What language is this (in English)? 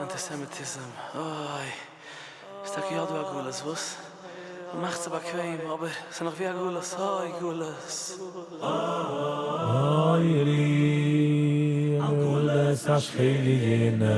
Yiddish